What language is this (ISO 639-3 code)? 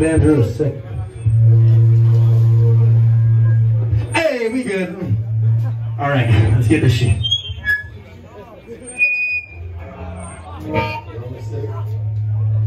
eng